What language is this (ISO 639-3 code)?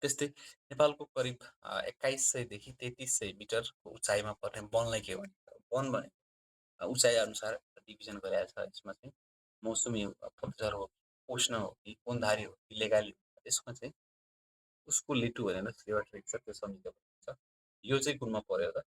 nep